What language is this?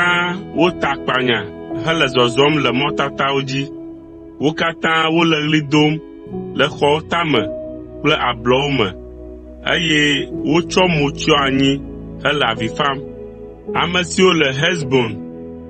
Ewe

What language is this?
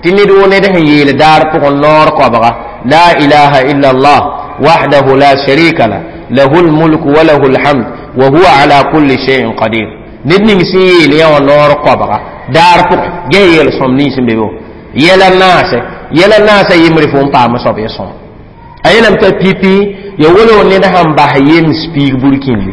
Mossi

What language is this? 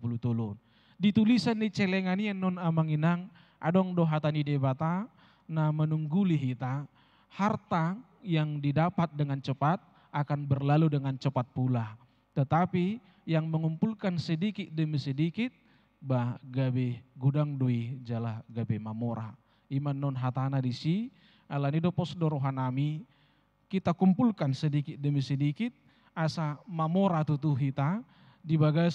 Batak Toba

